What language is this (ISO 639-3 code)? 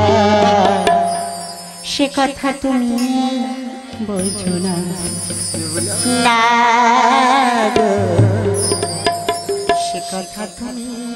ben